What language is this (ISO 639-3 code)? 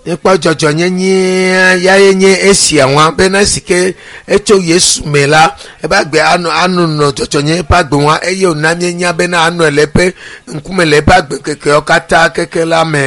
ewe